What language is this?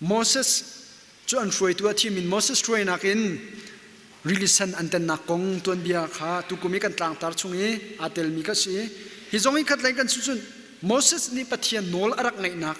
Hakha Chin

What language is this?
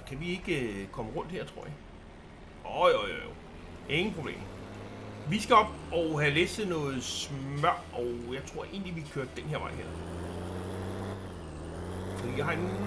Danish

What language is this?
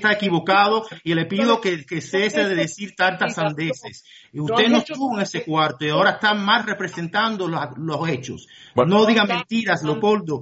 Spanish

